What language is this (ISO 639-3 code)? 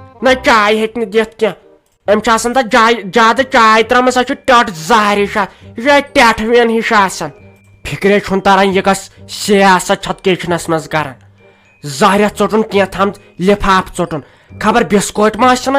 kas